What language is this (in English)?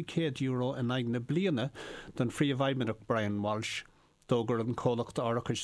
Irish